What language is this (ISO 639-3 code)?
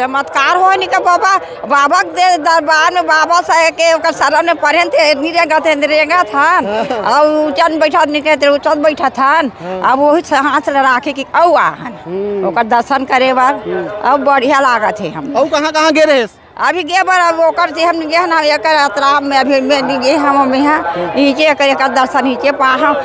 hne